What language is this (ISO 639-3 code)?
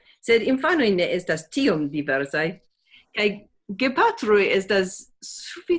epo